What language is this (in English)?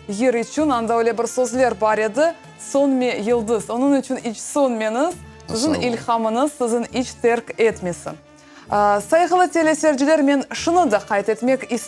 Crimean Tatar